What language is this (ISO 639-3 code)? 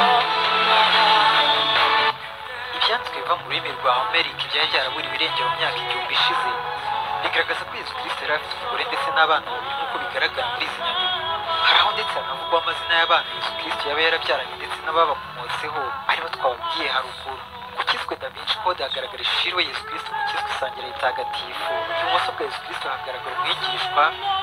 kin